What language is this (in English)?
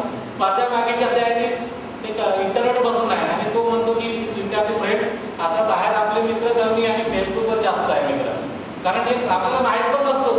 Marathi